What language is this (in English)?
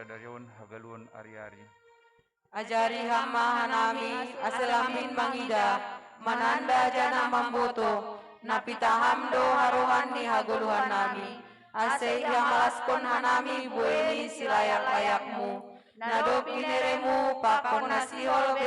Batak Simalungun